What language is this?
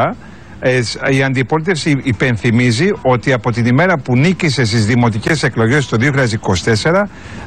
Greek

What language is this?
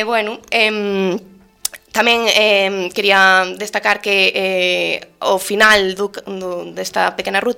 Galician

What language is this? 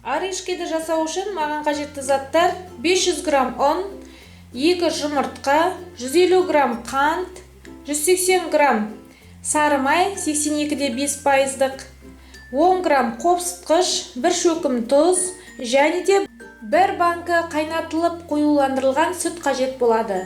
Kazakh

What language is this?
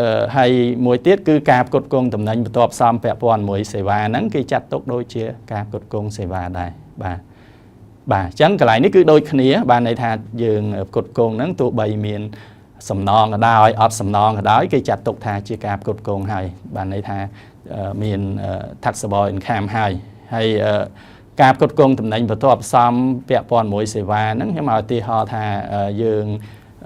Khmer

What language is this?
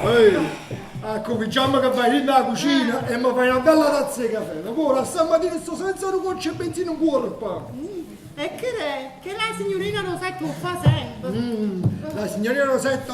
Neapolitan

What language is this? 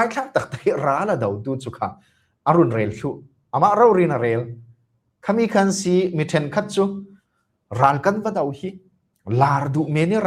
Falam Chin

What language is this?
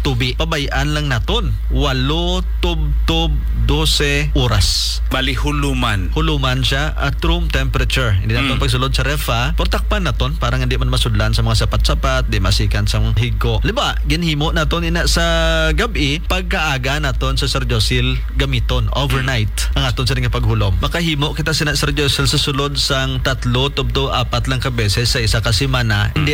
Hiligaynon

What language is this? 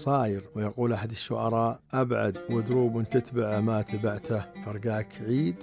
Najdi Arabic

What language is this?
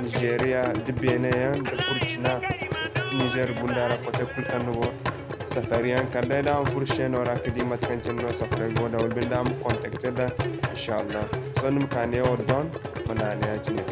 Zarma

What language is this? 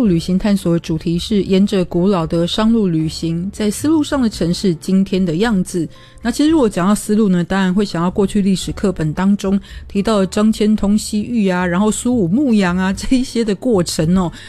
Chinese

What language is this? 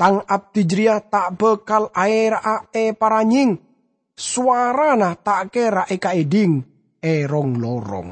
Madurese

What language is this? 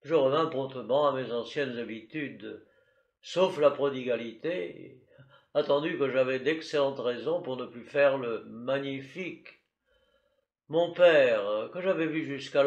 French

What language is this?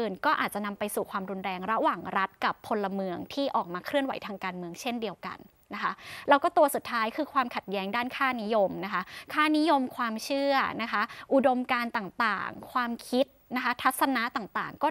Thai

